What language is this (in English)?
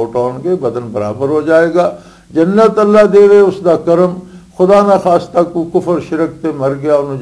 Western Panjabi